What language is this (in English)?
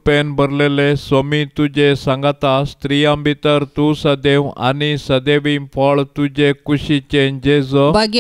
Konkani